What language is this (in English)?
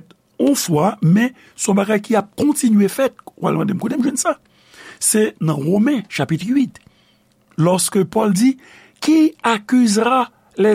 Haitian Creole